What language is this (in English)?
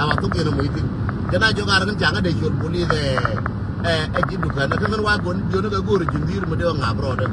Nuer